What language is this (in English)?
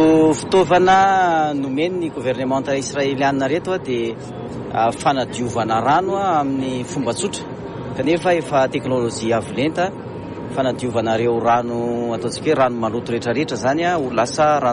Malagasy